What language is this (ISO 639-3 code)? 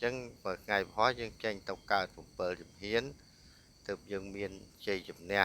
khm